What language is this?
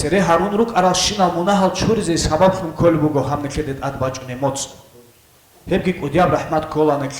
Avaric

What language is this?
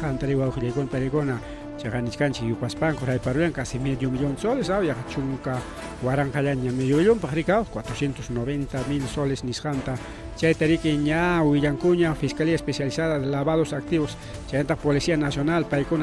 Ayacucho Quechua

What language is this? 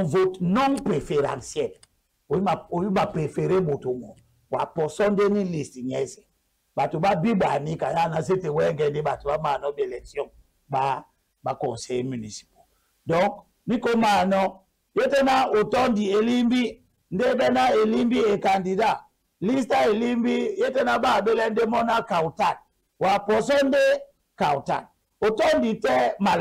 Duala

